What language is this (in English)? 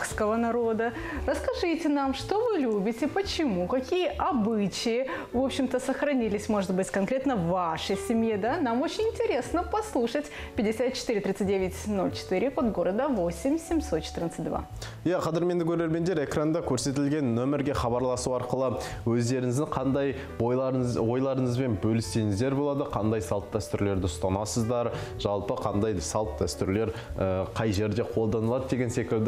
Kazakh